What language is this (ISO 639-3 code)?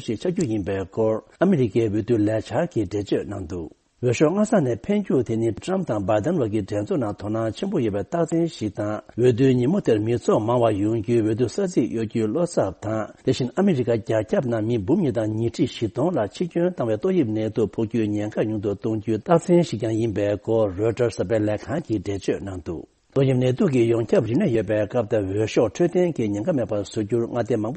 bod